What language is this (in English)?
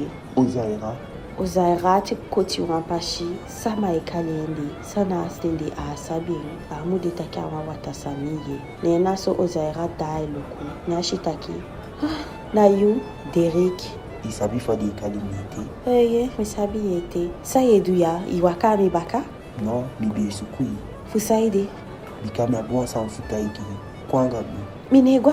Eastern Maroon Creole